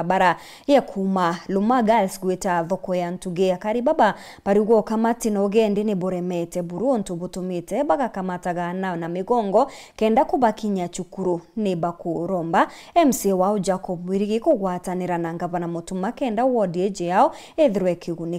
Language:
Meru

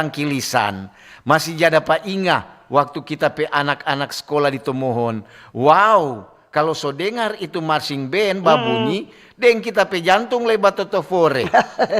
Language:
Manado Malay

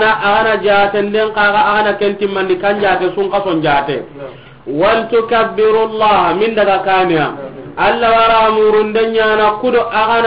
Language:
Soninke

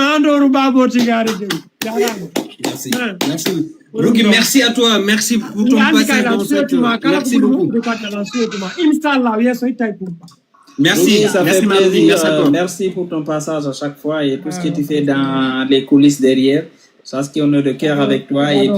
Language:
Fula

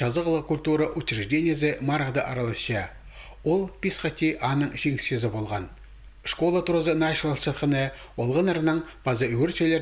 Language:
Khakas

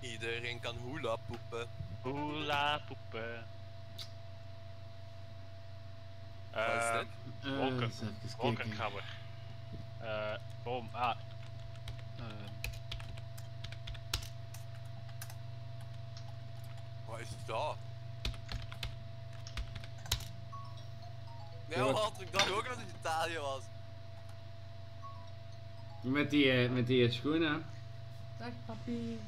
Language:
Dutch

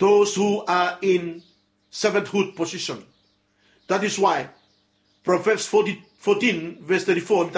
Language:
Bislama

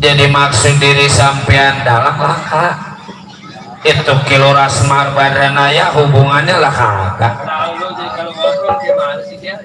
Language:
Betawi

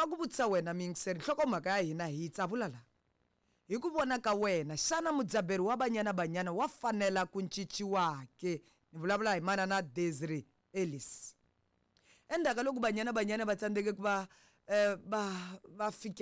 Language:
Tsonga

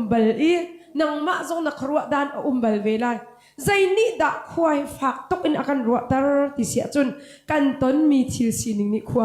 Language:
Hakha Chin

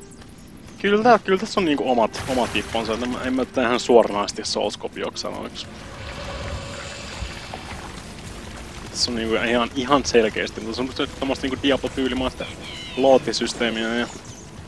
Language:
Finnish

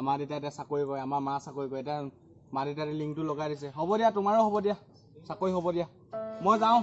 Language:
Assamese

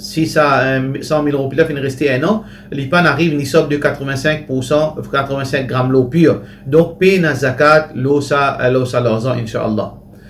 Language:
Morisyen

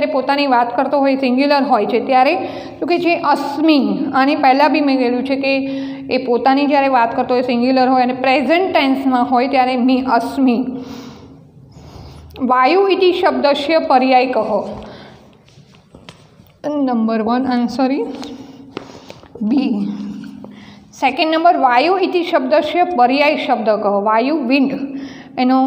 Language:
Gujarati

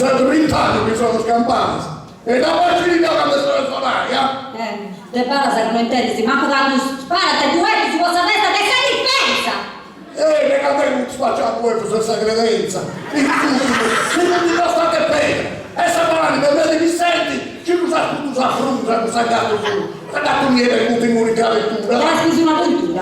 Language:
Sardinian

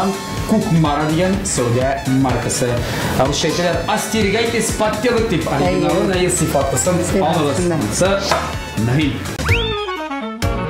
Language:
Tatar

